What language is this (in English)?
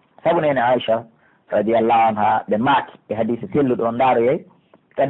Pular